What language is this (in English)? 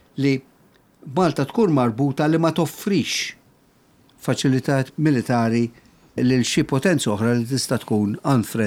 Maltese